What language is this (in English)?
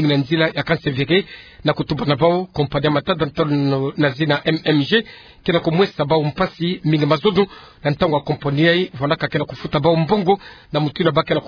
Kituba (Democratic Republic of Congo)